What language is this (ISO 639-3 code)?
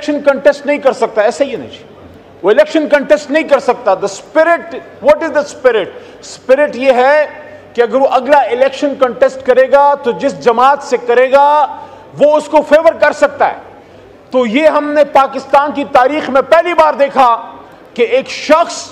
urd